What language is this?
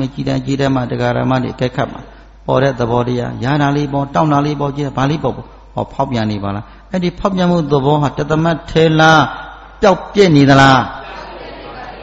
Burmese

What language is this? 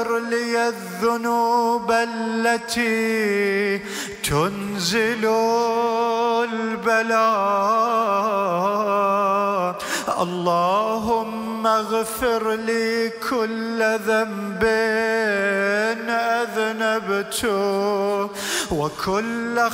Arabic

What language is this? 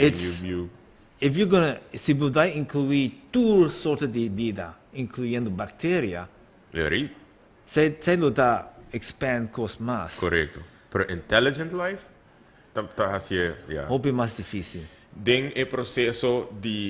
Papiamento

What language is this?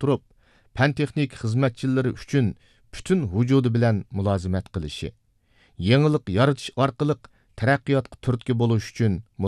Uyghur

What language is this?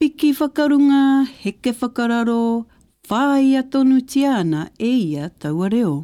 Māori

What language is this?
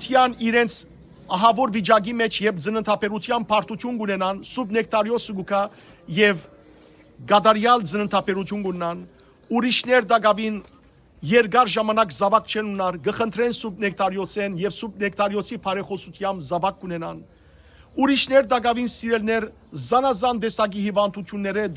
Western Armenian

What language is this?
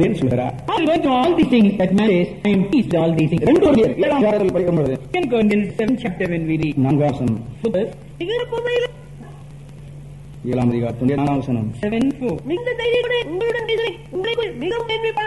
Tamil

